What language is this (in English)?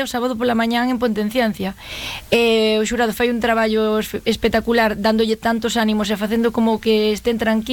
Galician